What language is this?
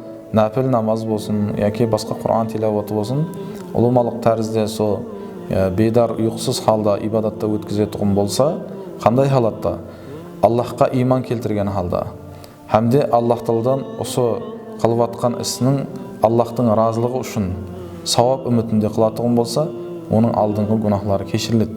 Kara-Kalpak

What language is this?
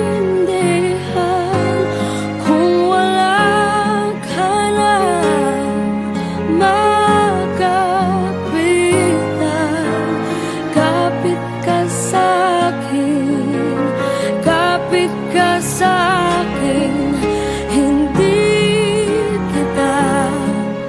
Filipino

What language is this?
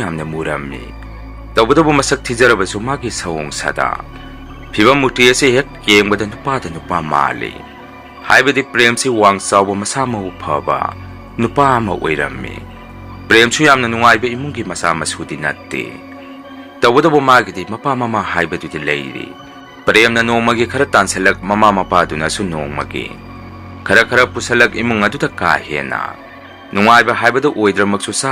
Manipuri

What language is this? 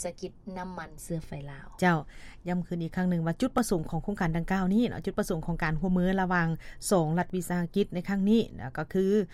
Lao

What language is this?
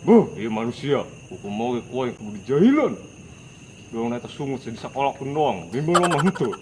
Sundanese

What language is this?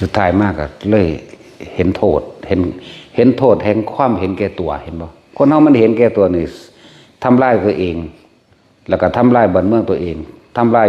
Northeastern Thai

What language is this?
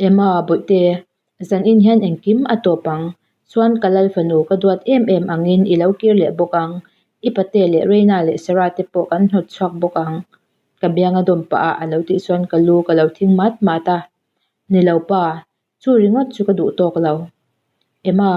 Mizo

